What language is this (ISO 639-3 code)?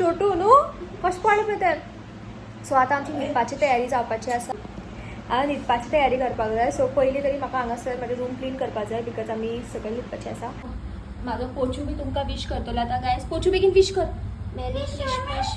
kok